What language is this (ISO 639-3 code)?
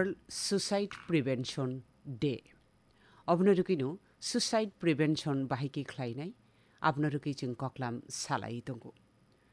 trp